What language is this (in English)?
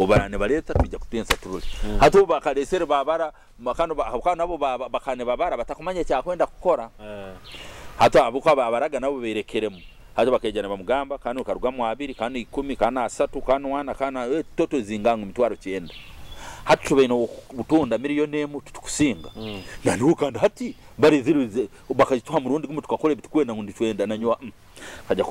Nyoro